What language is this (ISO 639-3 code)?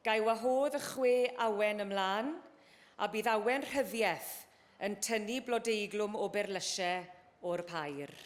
cym